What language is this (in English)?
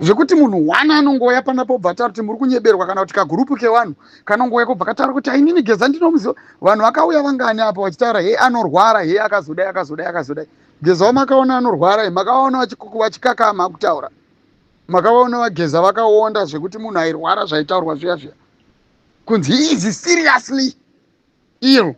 Shona